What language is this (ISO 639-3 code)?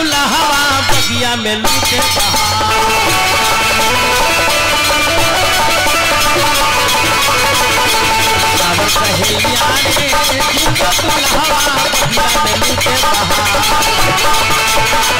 bho